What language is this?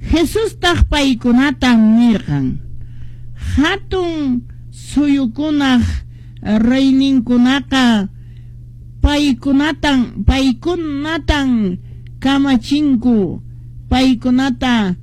Quechua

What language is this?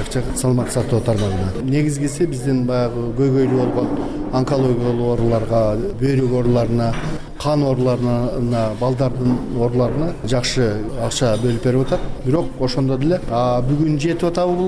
Kyrgyz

